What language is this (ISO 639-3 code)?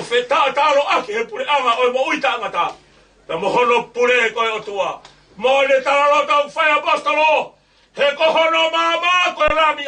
ton